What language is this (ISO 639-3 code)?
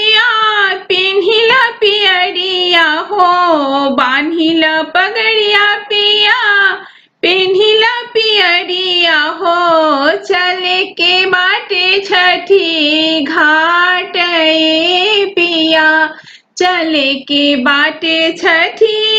bho